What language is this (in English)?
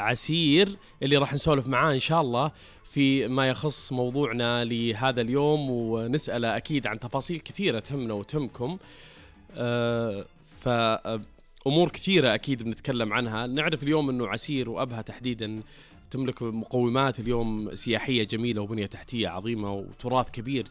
Najdi Arabic